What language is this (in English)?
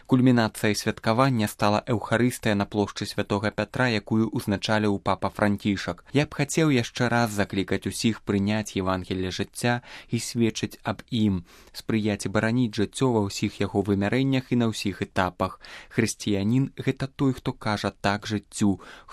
Belarusian